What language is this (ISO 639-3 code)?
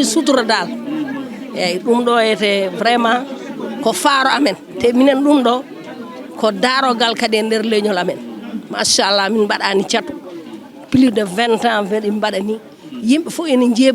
ful